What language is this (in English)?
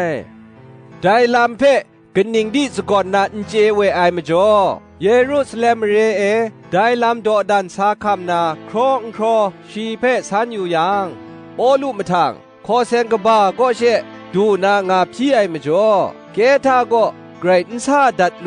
Kachin